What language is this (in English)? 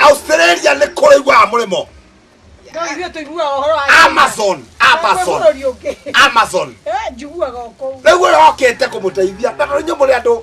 Kikuyu